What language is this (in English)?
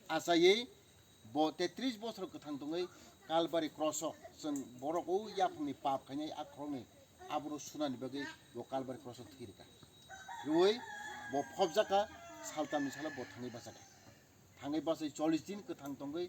Kok Borok